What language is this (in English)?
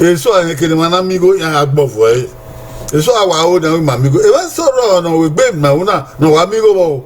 Bini